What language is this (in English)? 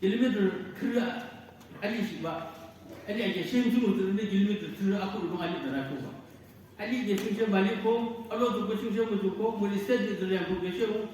Naga Pidgin